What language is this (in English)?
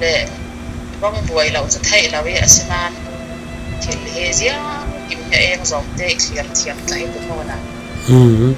Falam Chin